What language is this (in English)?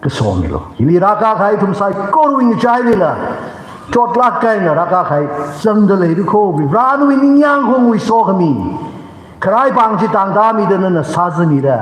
Tangkhul Naga (India)